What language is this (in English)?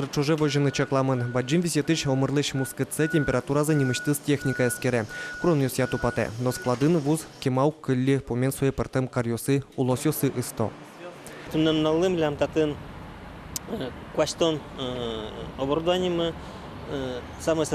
Udmurt